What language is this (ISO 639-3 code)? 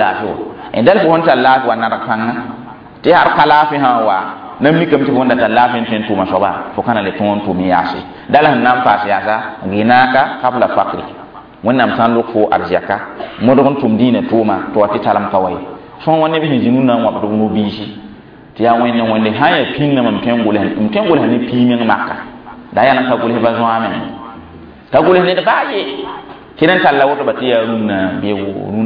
mos